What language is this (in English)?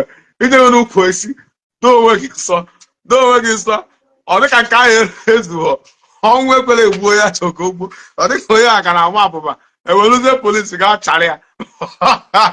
Igbo